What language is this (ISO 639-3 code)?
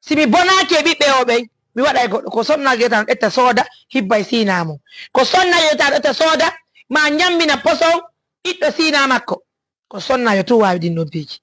ful